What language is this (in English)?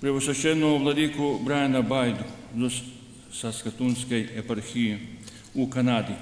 Rusyn